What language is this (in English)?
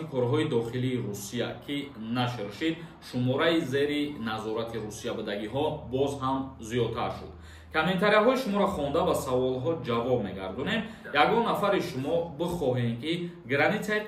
Tajik